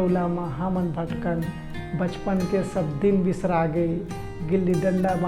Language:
Chhattisgarhi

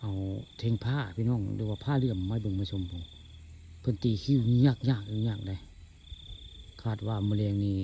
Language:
Northeastern Thai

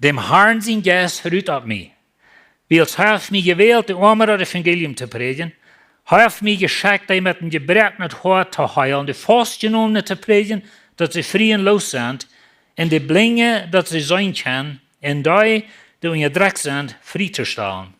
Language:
Plautdietsch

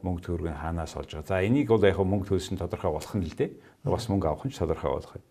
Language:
Mongolian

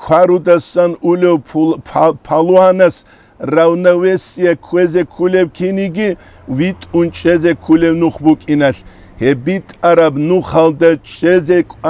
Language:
Avaric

